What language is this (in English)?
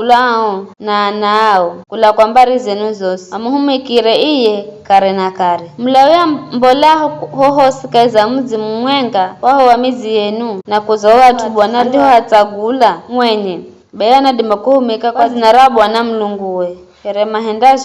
Giryama